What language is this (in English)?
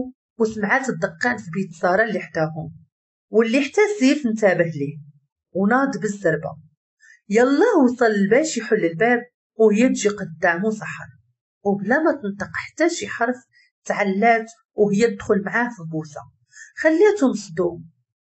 Moroccan Arabic